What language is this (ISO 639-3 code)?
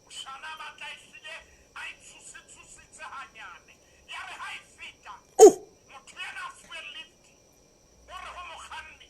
sot